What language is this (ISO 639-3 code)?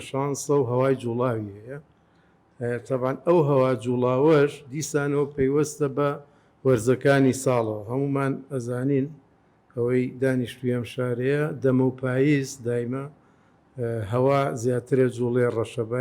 ckb